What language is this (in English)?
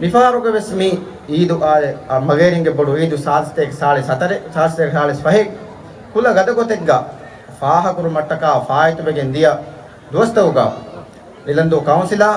Divehi